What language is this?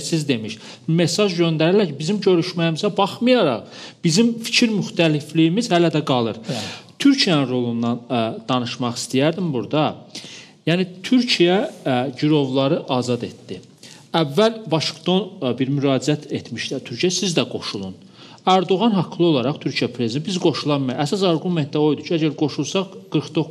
Azerbaijani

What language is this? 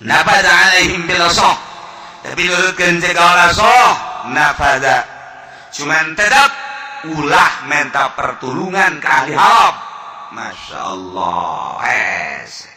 Sundanese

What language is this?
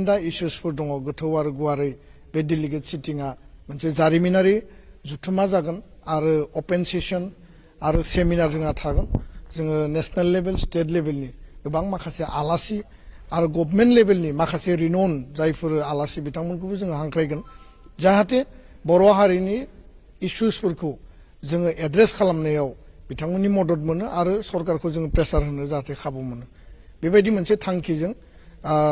Bodo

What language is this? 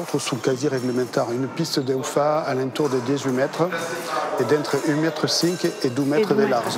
Occitan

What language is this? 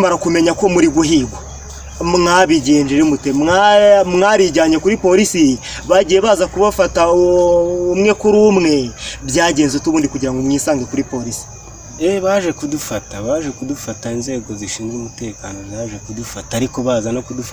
Kinyarwanda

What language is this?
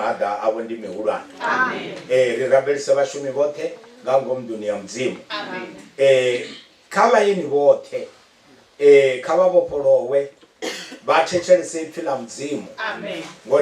Venda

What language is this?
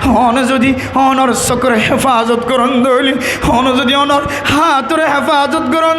Rohingya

